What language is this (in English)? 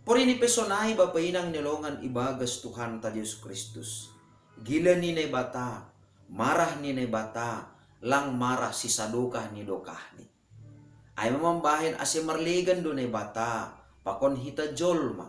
Batak Simalungun